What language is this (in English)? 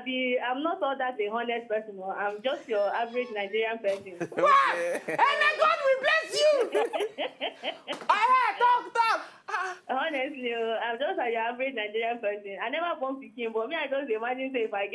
Nigerian Pidgin